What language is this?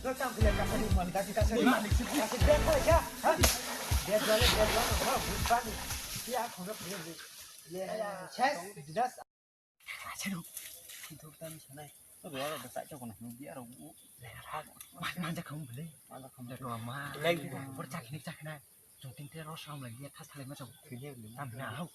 Kok Borok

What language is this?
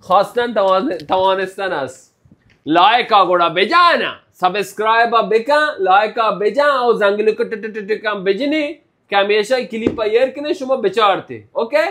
Baluchi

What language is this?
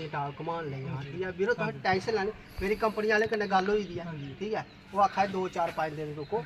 Dogri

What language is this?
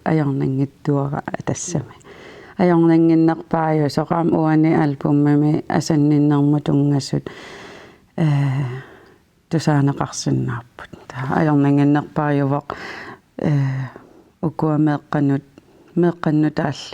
Kalaallisut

